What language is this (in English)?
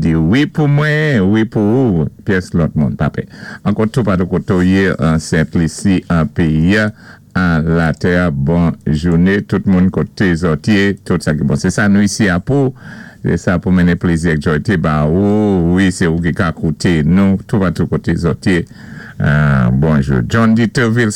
Saint Lucian Creole French